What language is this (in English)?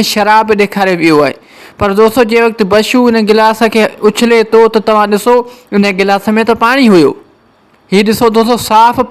Sindhi